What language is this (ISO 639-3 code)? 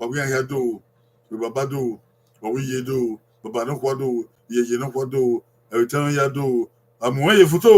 bin